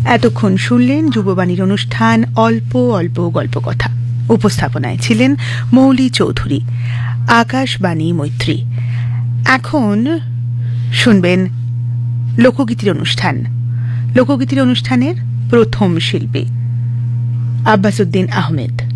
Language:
Bangla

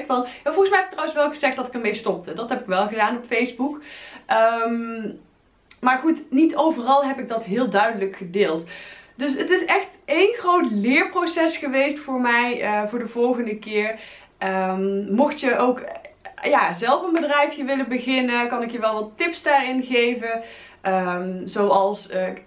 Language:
Dutch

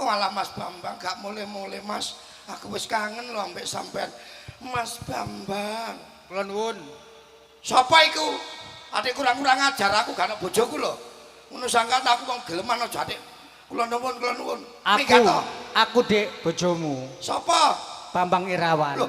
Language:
Javanese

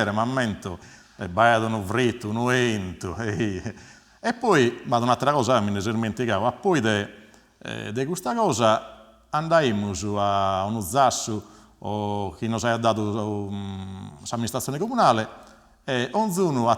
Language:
Sardinian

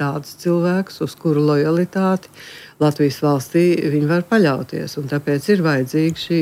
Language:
Latvian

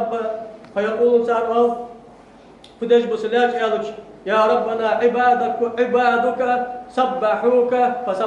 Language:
Ingush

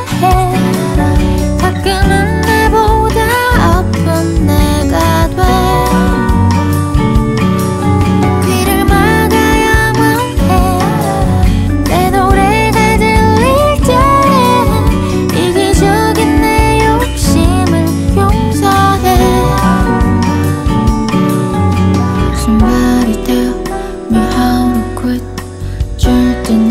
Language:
Korean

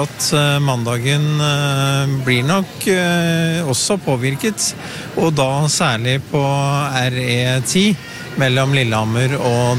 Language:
Norwegian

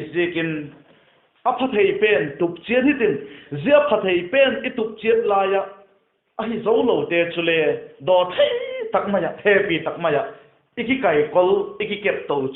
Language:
Vaiphei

